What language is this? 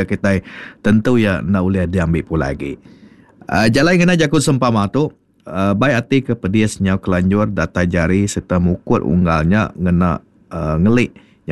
Iban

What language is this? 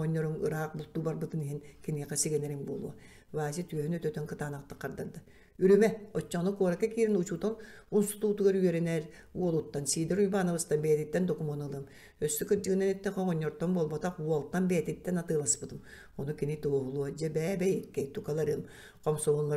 Yakut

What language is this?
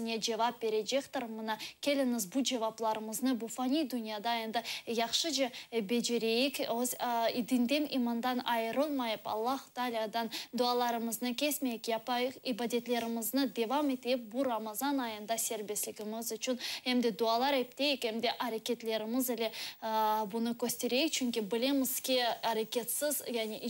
Crimean Tatar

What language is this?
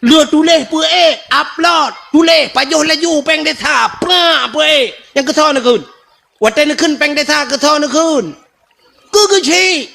Achinese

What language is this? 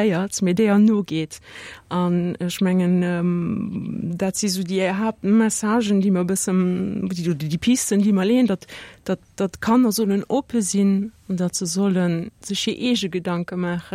Luxembourgish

